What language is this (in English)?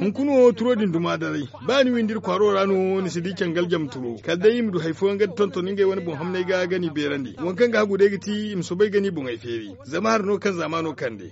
Zarma